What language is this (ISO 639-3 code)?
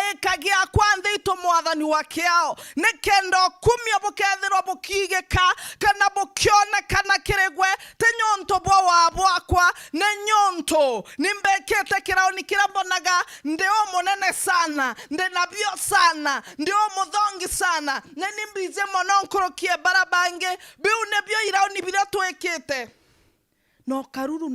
mer